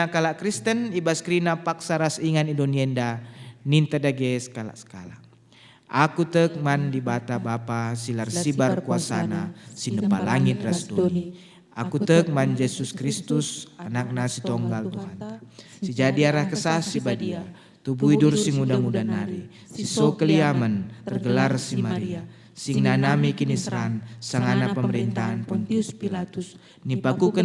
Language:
Batak Karo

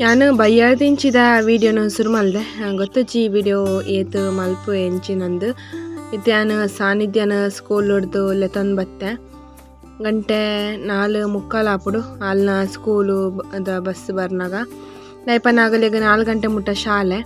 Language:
Tulu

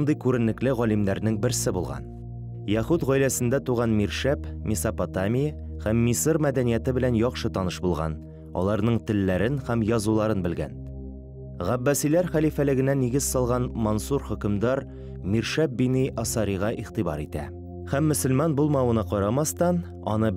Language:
Tatar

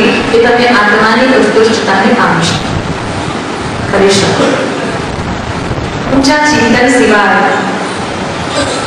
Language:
Gujarati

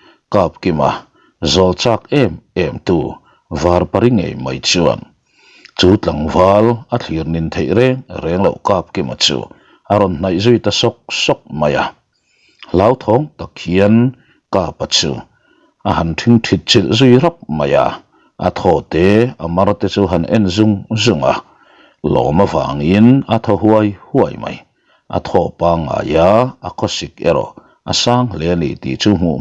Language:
Mizo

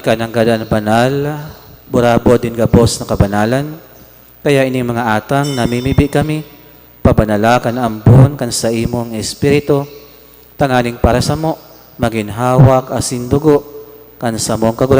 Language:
Bikol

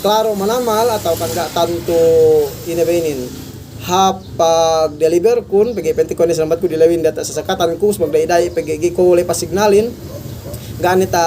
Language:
Yakan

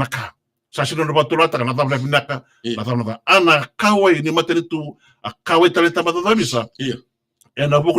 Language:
Fijian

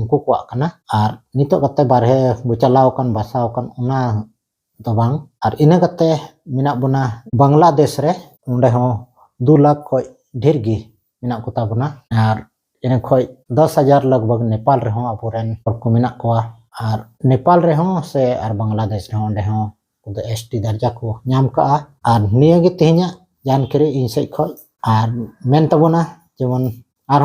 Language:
Santali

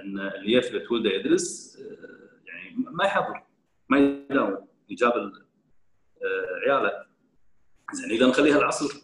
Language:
Gulf Arabic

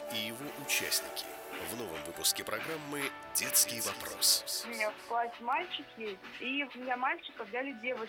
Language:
Russian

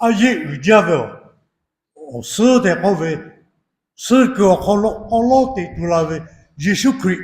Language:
Lahu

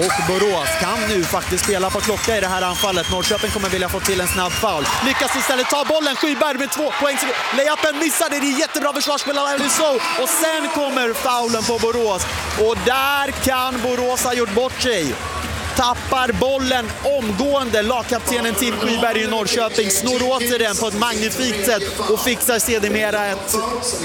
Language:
Swedish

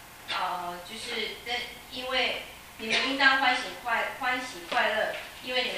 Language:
Chinese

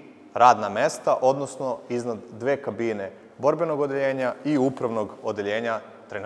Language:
Serbian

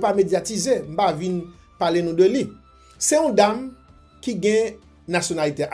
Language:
Haitian Creole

